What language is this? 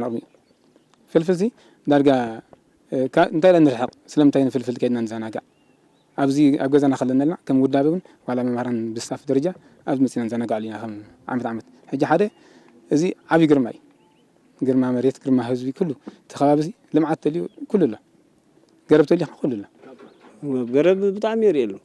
Tigrinya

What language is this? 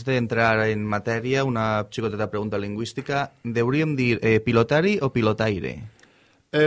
Catalan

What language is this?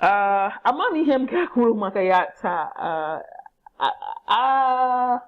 Igbo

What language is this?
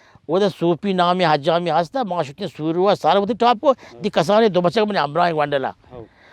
Baluchi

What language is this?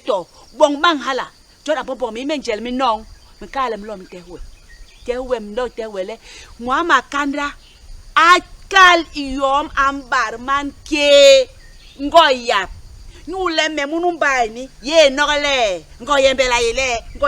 Basaa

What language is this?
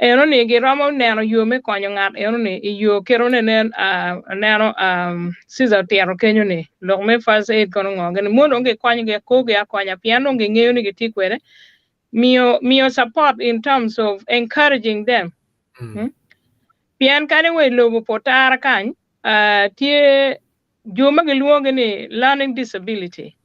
Acoli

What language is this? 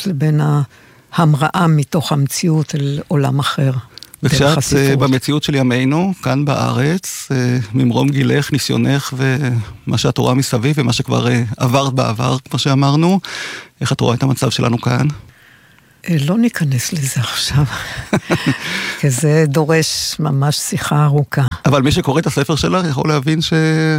Hebrew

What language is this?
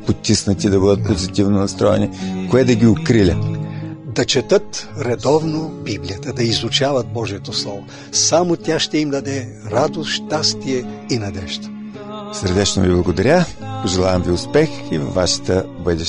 Bulgarian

